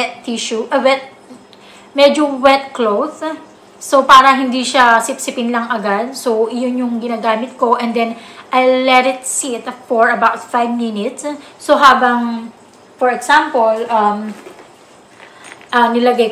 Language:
Filipino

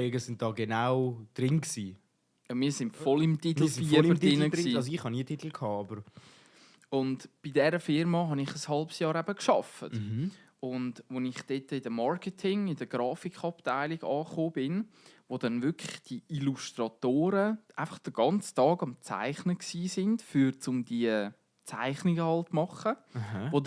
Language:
Swiss German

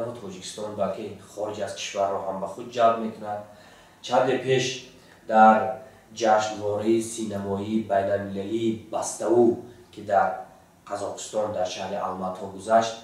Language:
Tajik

